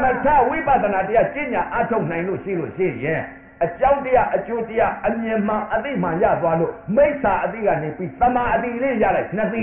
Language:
Burmese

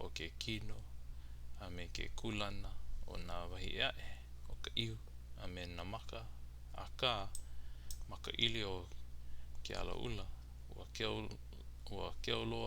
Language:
Hawaiian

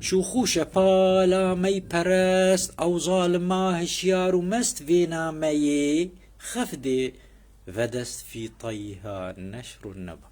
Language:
Kurdish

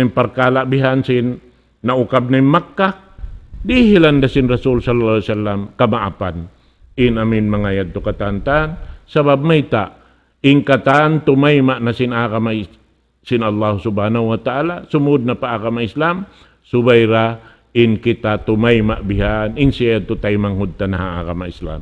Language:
Tausug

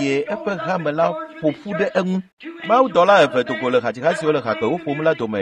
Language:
Ewe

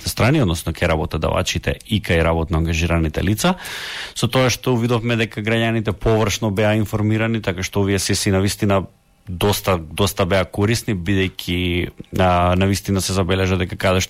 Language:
Macedonian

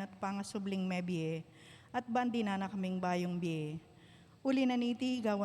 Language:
Pampanga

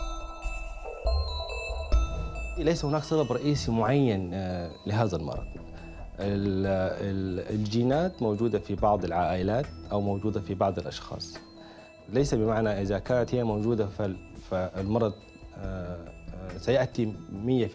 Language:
Arabic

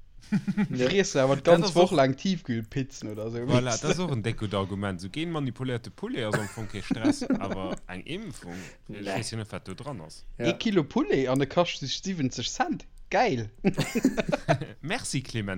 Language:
Luxembourgish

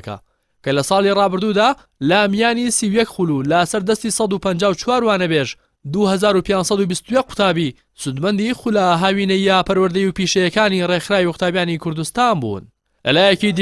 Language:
Central Kurdish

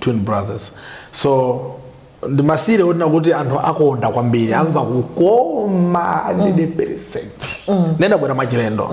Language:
Nyanja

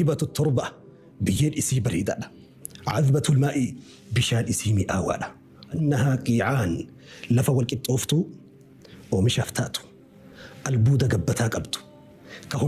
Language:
Oromo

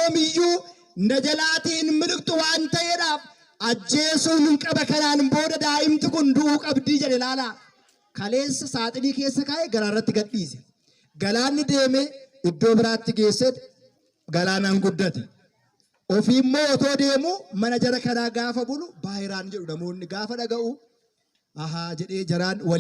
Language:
Oromo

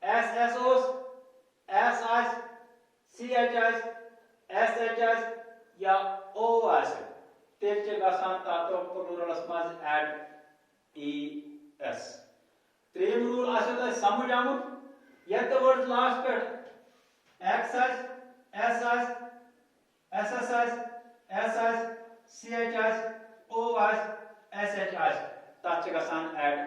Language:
Kashmiri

